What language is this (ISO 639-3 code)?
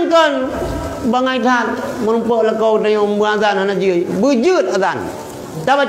ace